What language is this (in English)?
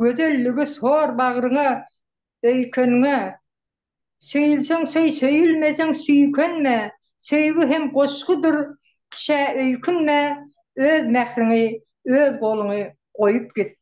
Turkmen